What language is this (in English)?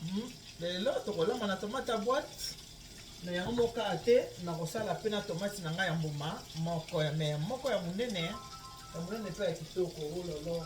Lingala